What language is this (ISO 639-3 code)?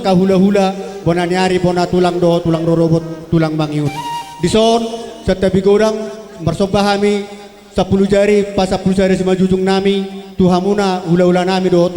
bbc